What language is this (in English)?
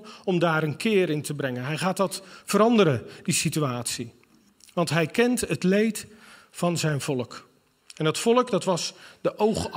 Dutch